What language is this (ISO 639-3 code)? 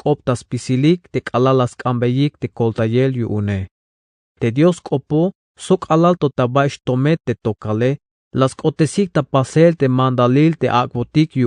tzh